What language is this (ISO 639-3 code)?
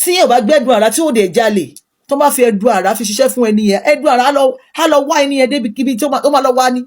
yor